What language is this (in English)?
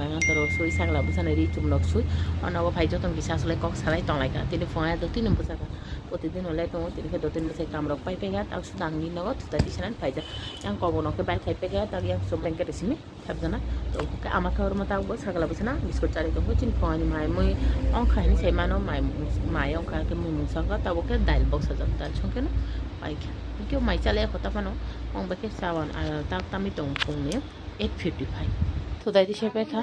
Kok Borok